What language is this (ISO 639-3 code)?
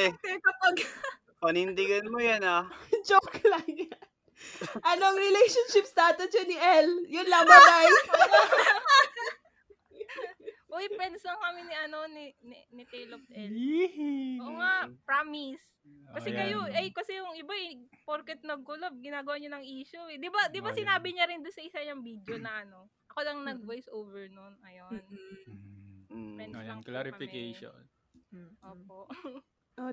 fil